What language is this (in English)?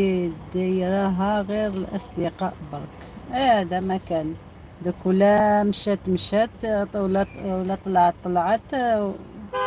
Algerian Arabic